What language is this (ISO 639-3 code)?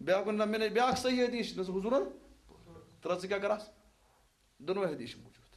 kas